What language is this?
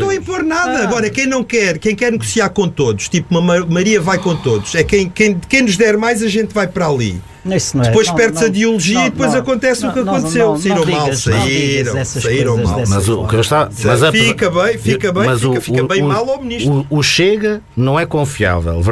Portuguese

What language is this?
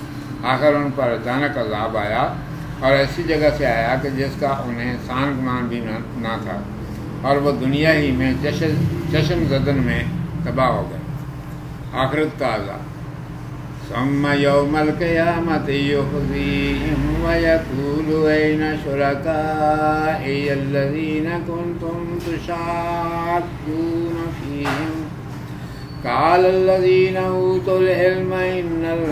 Urdu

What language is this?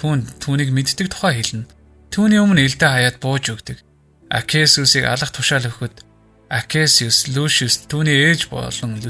Mongolian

